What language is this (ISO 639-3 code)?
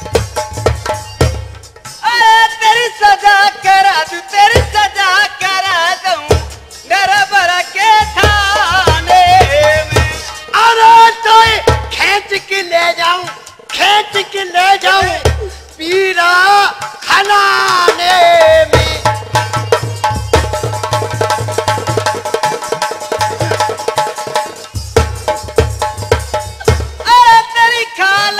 hin